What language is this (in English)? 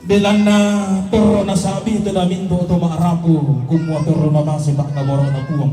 Toraja-Sa'dan